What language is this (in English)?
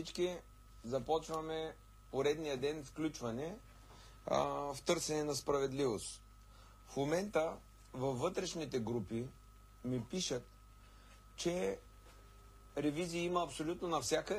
Bulgarian